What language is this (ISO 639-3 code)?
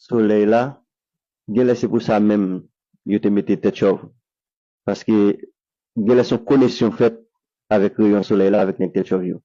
hat